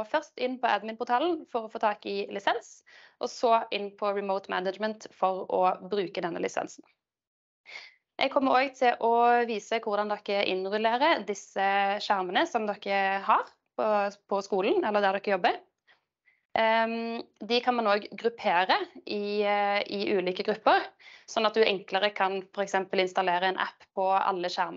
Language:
Norwegian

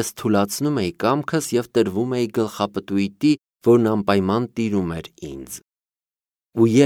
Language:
Armenian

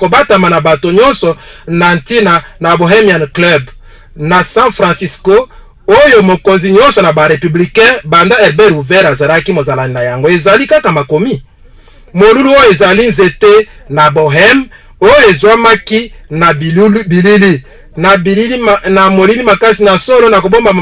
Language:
Lingala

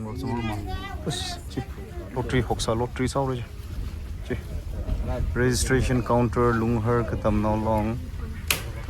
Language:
Tangkhul Naga (India)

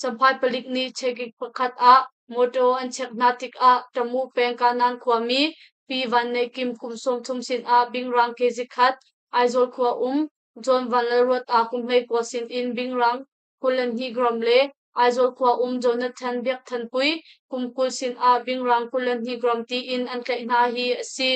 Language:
Hakha Chin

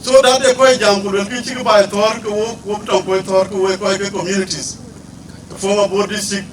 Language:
Dinka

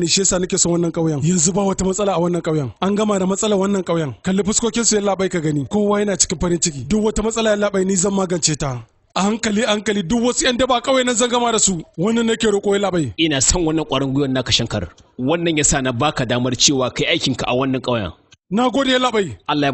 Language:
Hausa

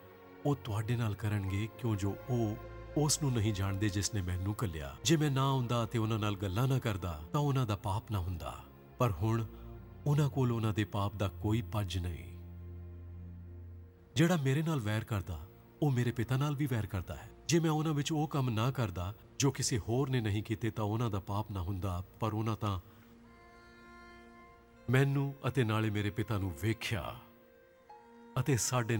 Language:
Punjabi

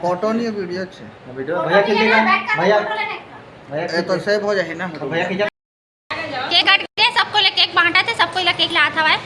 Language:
Chhattisgarhi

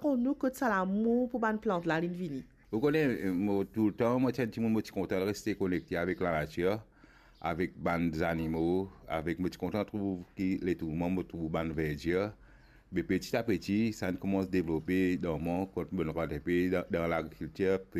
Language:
Morisyen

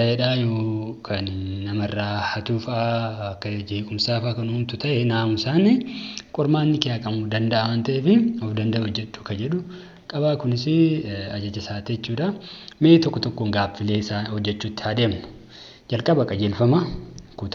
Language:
Oromo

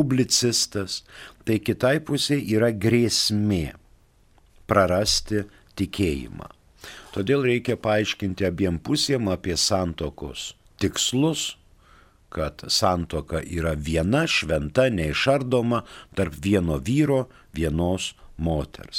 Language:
Lithuanian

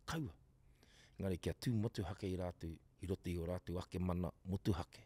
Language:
Māori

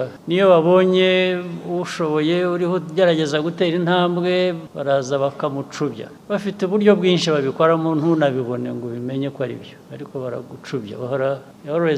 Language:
Kinyarwanda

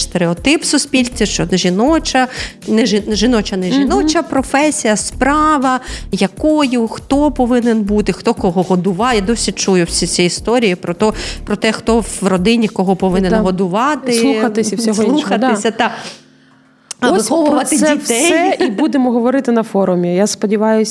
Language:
Ukrainian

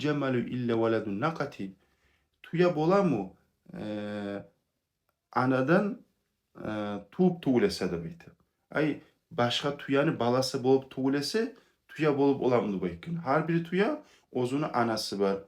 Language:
Kumyk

